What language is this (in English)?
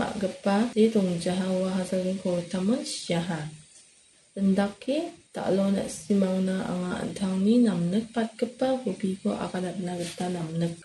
Garo